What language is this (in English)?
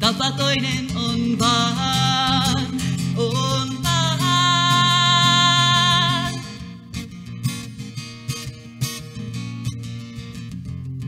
Finnish